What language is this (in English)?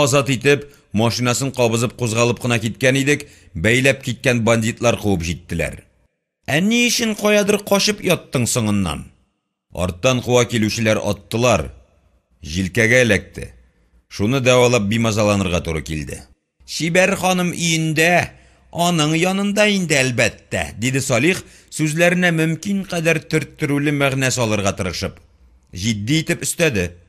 Tatar